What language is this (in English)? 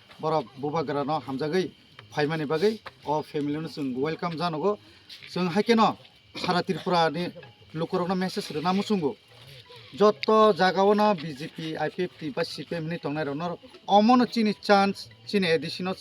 Kok Borok